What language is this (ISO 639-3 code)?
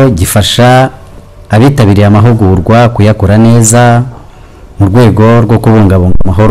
kin